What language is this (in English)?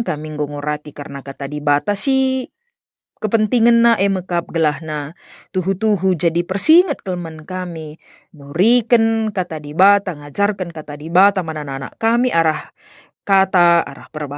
Batak Karo